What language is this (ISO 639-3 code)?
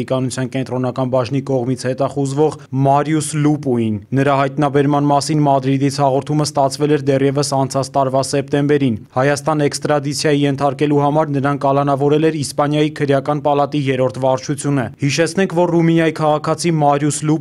hye